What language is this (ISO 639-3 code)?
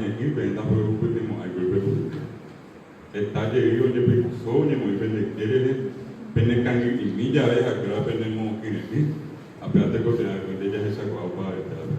grn